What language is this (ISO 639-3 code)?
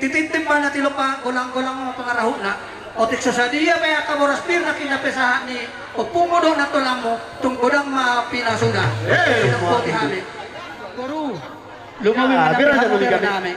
bbc